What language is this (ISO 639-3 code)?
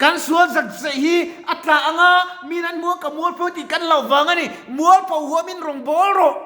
lus